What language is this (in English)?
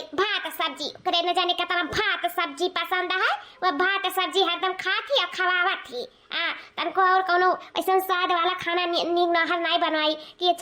Awadhi